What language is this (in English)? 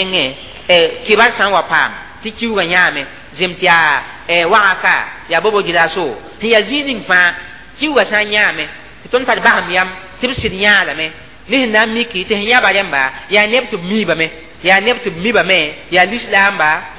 Mossi